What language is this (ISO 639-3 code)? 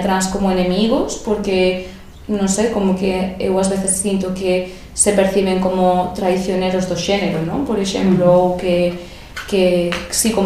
glg